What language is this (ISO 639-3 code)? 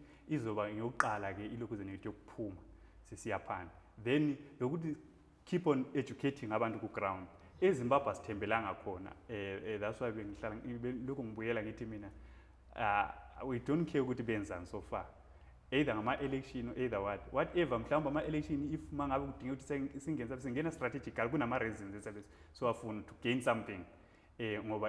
zul